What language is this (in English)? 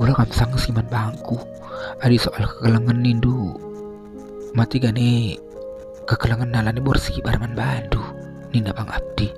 Batak Karo